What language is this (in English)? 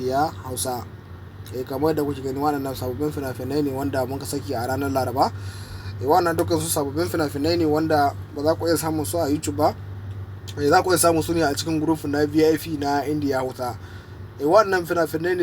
Hausa